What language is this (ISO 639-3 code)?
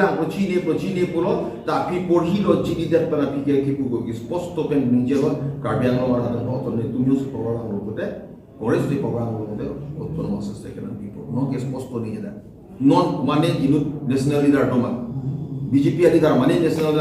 mjw